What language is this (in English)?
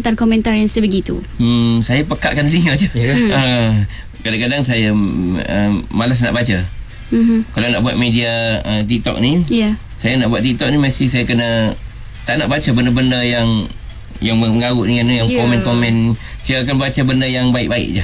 Malay